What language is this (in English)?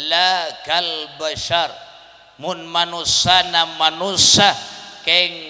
Madurese